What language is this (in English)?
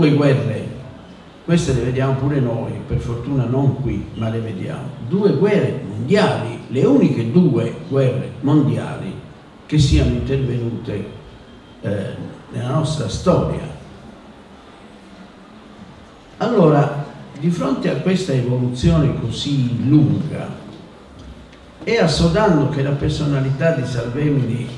Italian